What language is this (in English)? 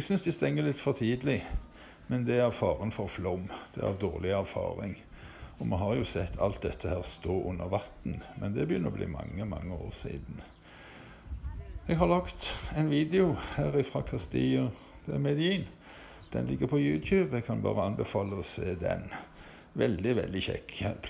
Norwegian